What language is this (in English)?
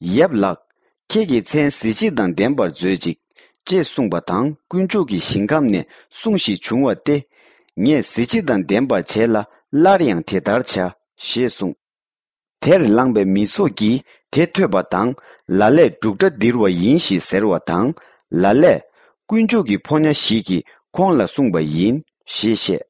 Tibetan